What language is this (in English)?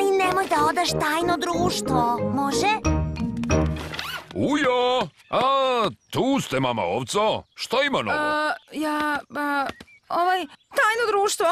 Serbian